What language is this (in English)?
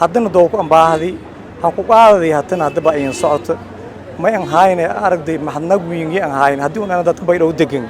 Somali